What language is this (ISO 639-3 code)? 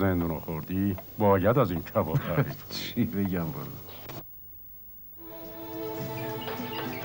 fas